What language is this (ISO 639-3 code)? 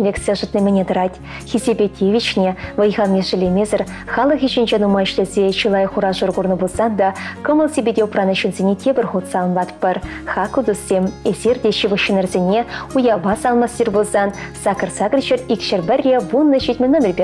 chv